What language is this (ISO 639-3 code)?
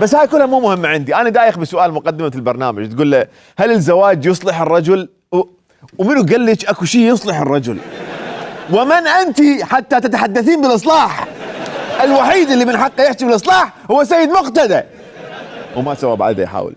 acm